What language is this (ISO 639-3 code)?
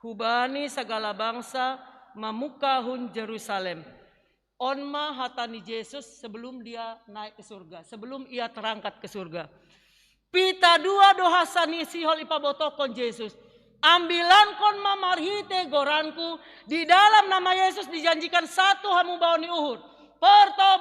bts